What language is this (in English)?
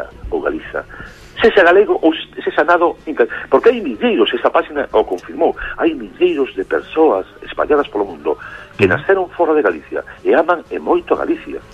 Galician